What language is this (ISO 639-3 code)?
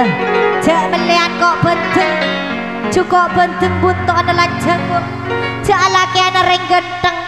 mad